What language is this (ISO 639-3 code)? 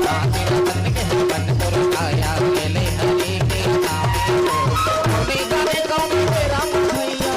hne